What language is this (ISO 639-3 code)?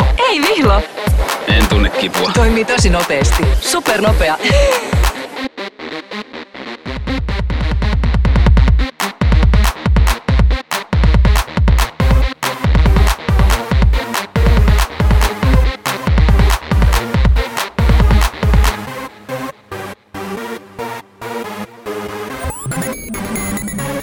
fin